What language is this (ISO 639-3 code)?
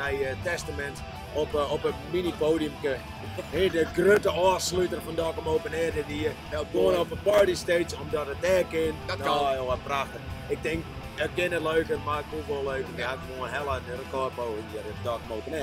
fry